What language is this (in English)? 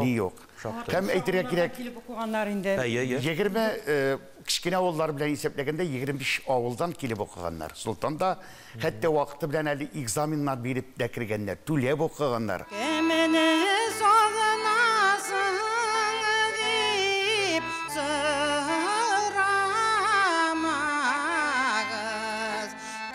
Tatar